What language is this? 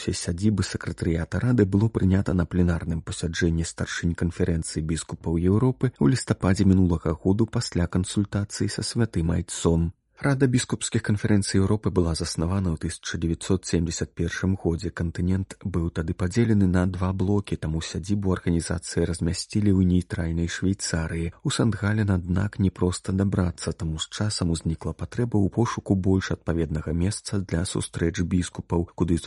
Belarusian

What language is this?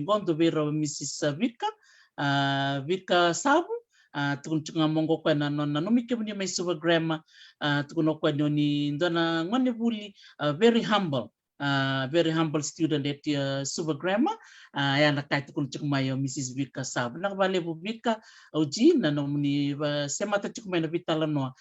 Fijian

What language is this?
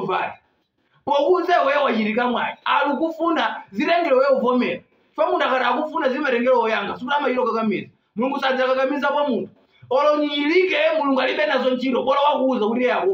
Nyanja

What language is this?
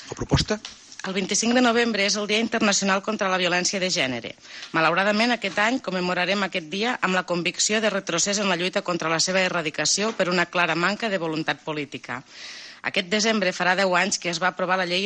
Catalan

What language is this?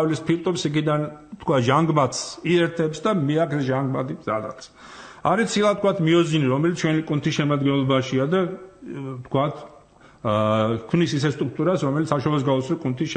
Georgian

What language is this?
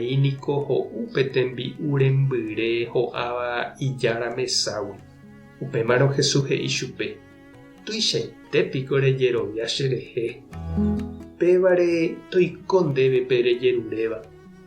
Guarani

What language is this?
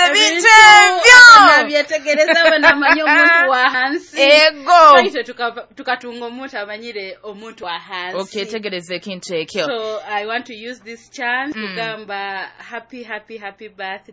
Nyoro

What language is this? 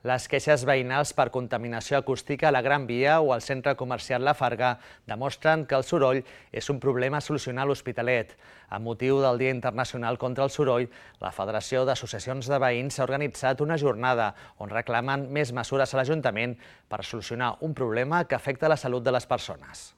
Catalan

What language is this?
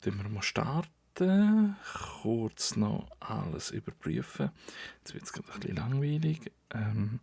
Swiss German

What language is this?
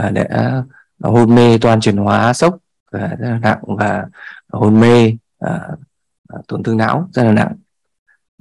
Vietnamese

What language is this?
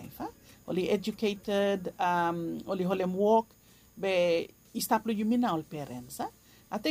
Bislama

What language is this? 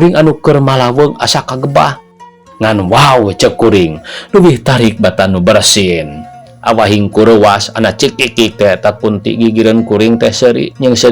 Sundanese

